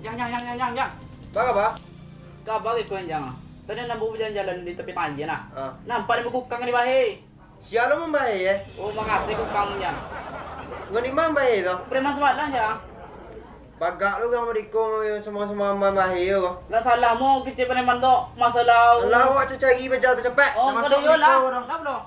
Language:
Minangkabau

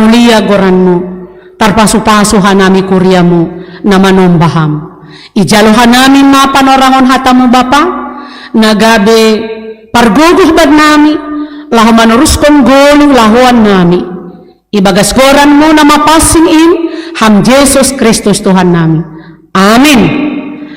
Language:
Batak Simalungun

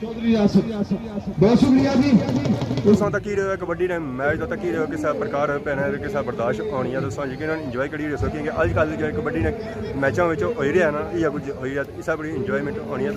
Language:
Pahari-Potwari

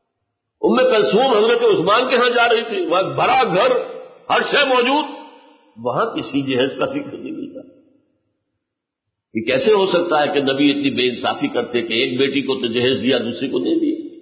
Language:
Urdu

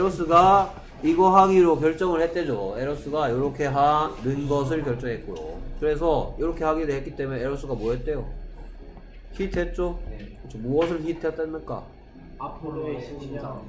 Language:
Korean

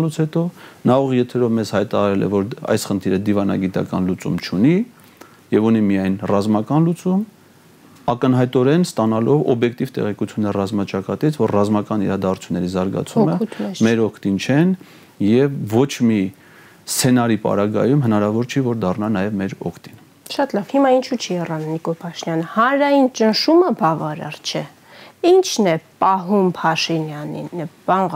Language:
Armenian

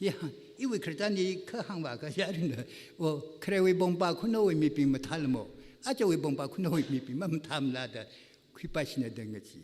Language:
Tangkhul Naga (India)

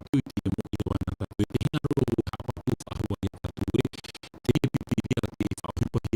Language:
Tahitian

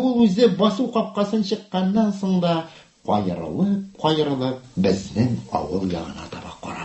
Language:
Tatar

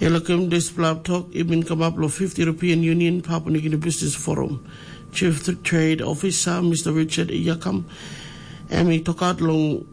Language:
Tok Pisin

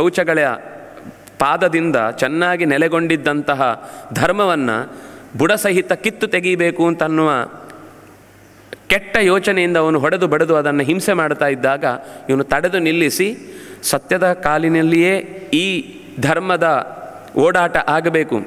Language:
Kannada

